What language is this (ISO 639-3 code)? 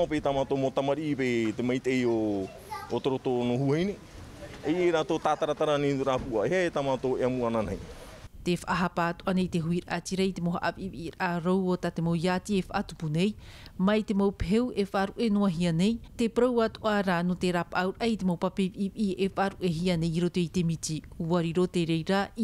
tah